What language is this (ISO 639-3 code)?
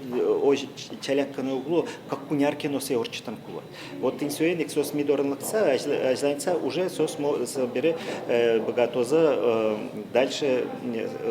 udm